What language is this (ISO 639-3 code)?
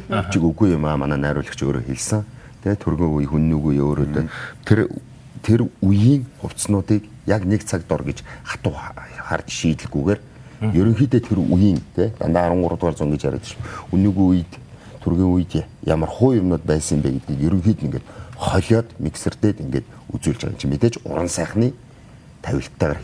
mon